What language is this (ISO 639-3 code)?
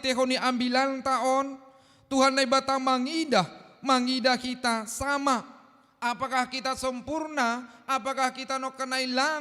bts